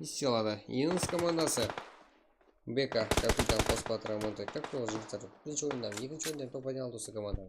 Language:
Kara-Kalpak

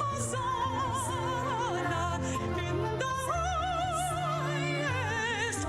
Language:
Gilbertese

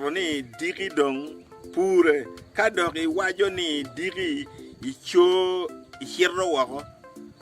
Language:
Acoli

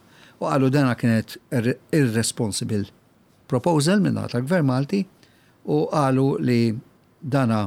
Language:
Maltese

